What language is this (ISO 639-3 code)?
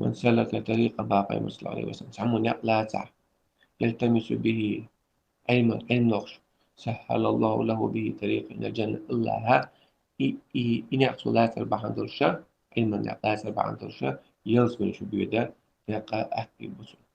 che